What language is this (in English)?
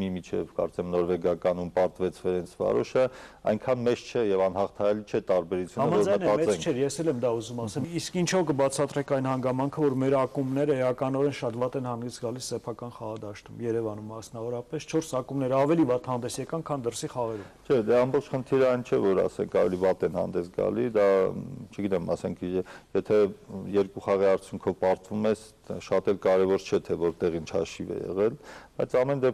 Armenian